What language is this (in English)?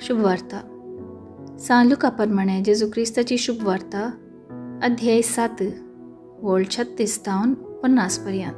Konkani